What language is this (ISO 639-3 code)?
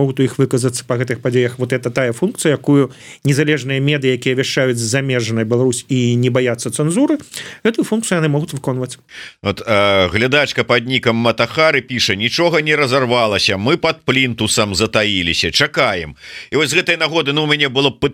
bel